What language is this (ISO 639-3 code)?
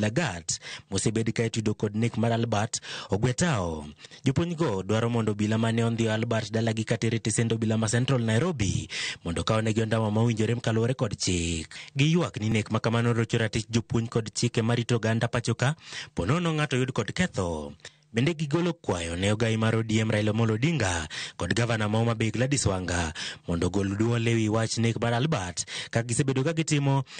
luo